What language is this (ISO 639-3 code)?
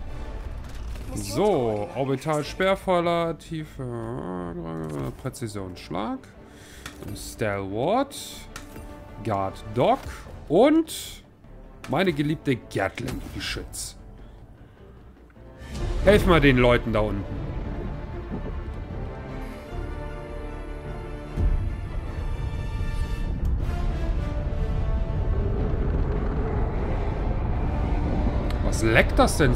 deu